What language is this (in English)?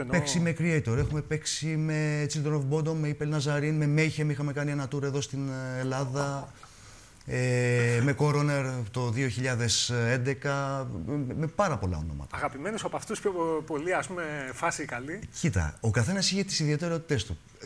Greek